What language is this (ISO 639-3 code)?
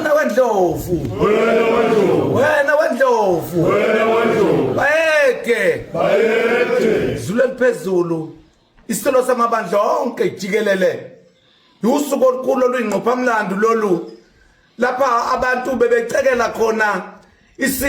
zul